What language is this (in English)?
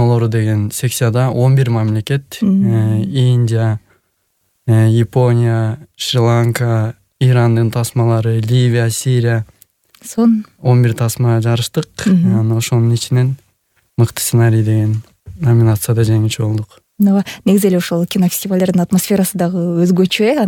Kyrgyz